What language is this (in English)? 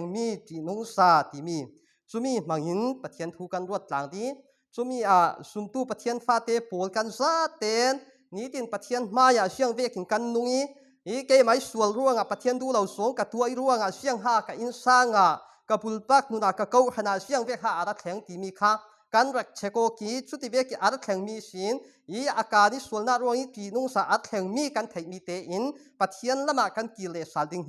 Falam Chin